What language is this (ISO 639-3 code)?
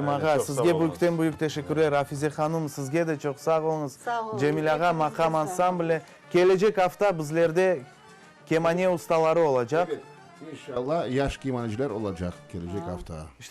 crh